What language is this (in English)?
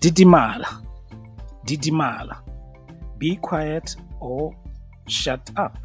Tswana